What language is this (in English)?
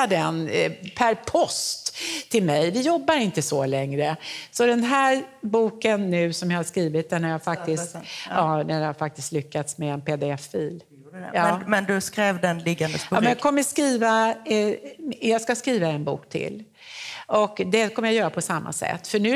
Swedish